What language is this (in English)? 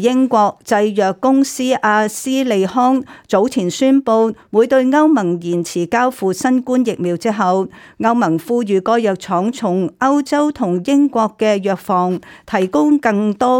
Cantonese